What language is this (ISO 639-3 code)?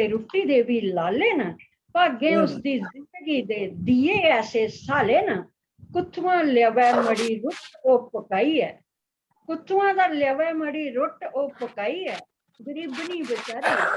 doi